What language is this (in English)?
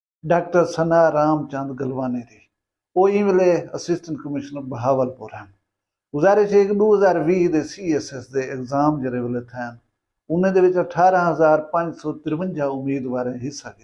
Saraiki